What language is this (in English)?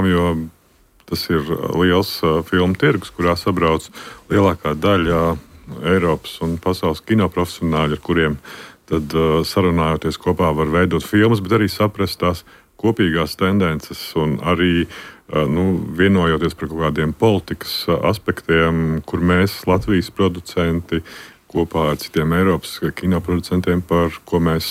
Latvian